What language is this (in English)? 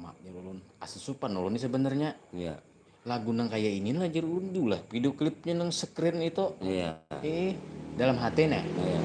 Banjar